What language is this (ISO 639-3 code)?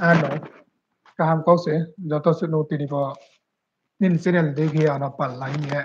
ria